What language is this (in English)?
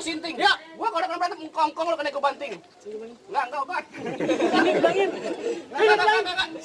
Betawi